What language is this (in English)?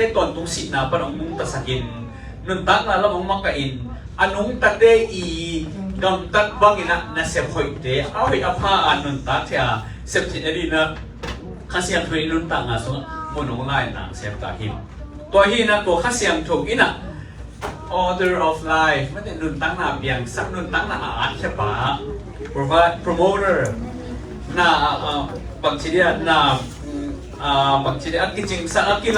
Tedim Chin